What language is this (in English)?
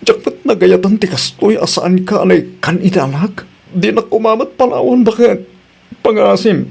Iloko